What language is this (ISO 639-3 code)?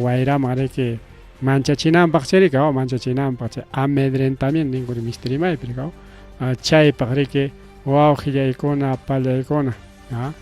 quy